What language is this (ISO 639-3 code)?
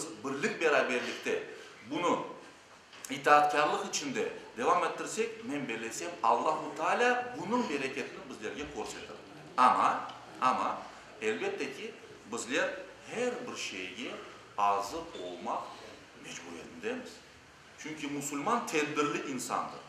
crh